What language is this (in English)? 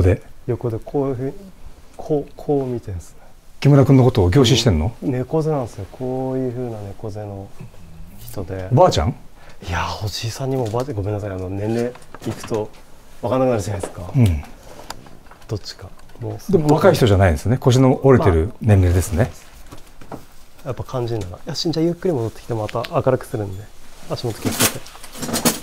Japanese